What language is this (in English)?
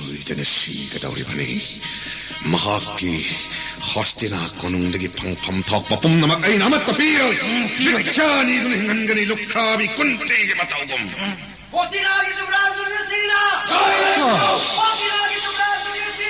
Manipuri